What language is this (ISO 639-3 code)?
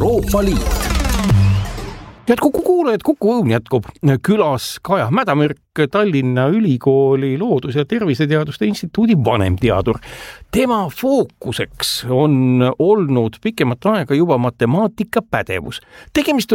est